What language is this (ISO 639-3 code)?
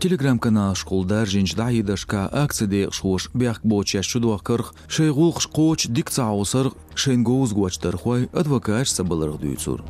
che